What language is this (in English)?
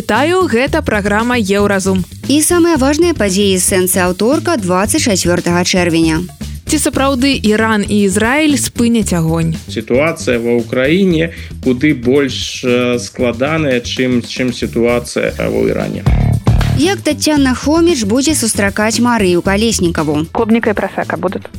Belarusian